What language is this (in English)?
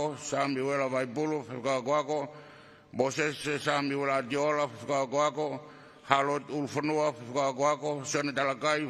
Tongan